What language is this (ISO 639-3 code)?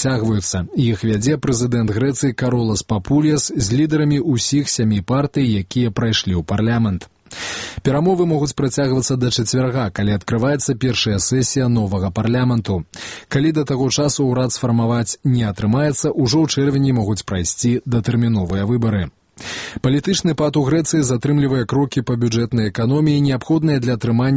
bel